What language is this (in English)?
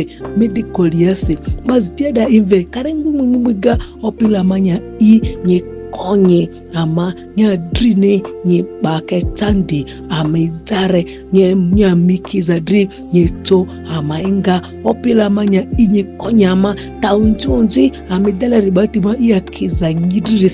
Ma'di